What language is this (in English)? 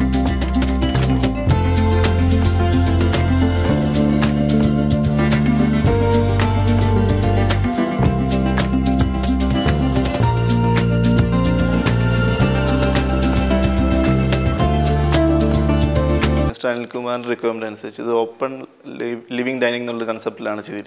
Malayalam